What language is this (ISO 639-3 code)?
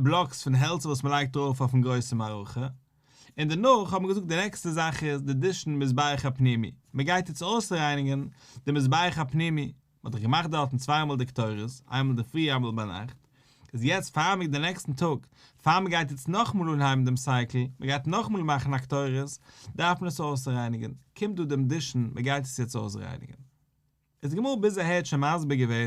yid